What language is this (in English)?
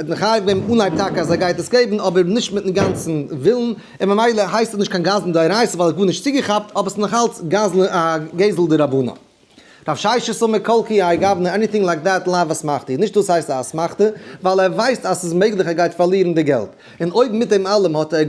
Yiddish